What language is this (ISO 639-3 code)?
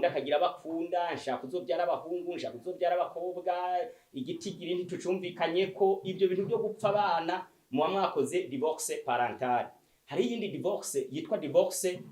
run